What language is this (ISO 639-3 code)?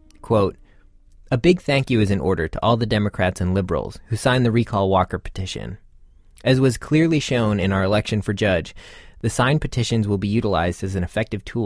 eng